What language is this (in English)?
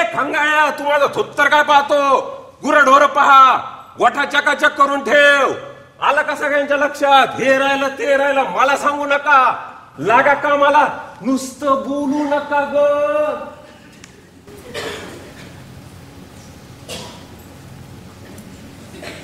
Marathi